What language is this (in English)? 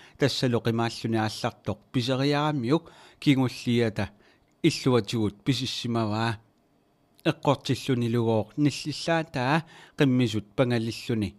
Kalaallisut